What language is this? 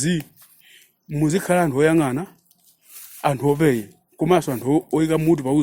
Nyanja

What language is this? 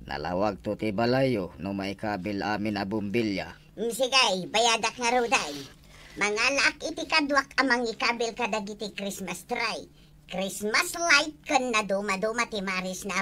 Iloko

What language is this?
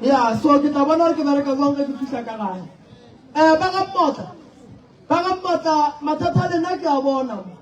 Northern Sotho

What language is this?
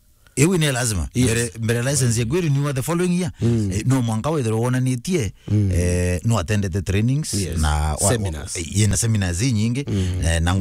Meru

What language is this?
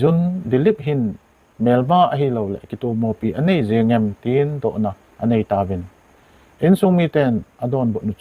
Thado Chin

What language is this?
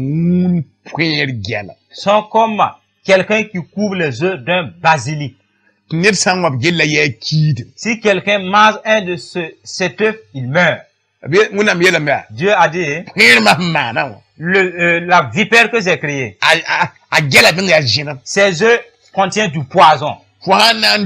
Mossi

